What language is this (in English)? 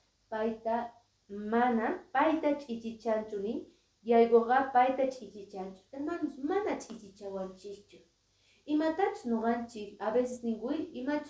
Quechua